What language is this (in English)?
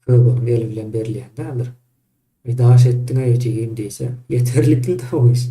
Turkmen